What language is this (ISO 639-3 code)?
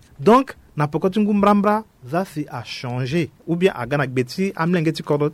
sag